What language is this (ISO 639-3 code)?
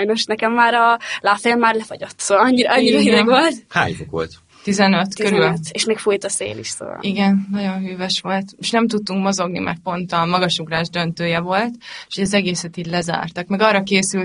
hun